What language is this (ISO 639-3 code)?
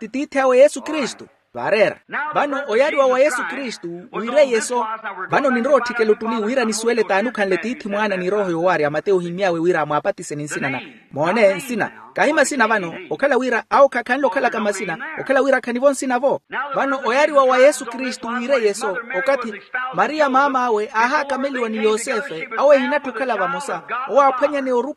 vmw